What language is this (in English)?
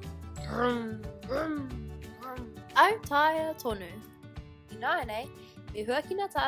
Māori